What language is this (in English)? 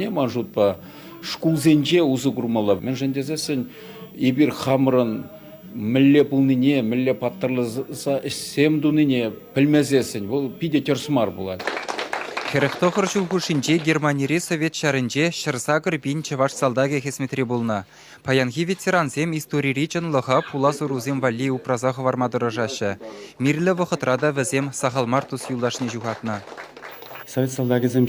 Chuvash